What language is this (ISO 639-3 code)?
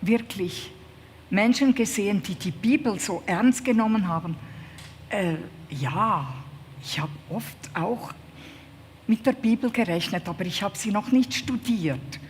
gsw